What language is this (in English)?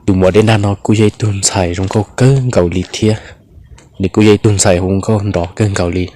Hmong